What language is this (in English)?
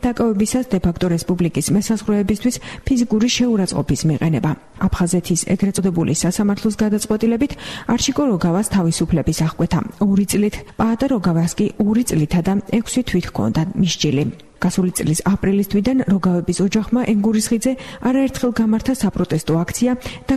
Georgian